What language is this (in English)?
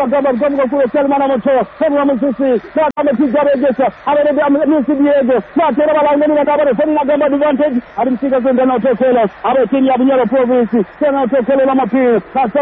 Swahili